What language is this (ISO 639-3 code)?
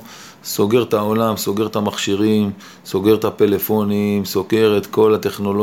heb